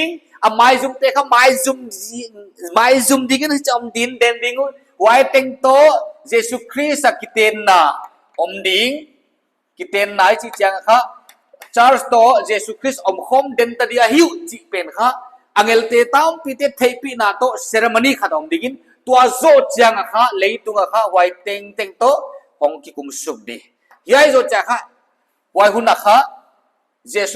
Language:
Paite Chin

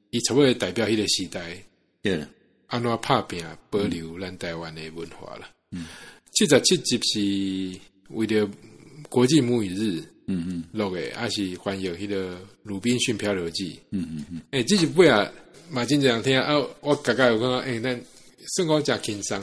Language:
Min Nan Chinese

